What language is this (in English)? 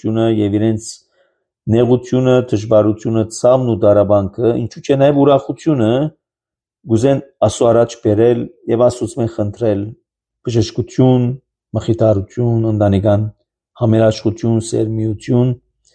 Armenian